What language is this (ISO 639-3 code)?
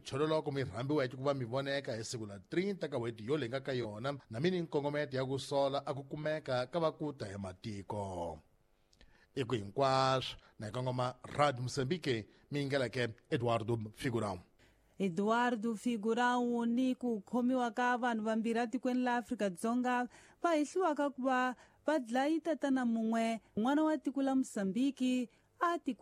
tso